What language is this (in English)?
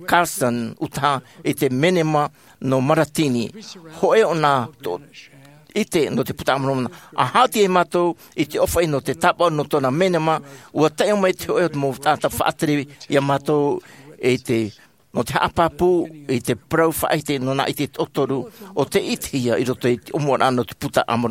Tahitian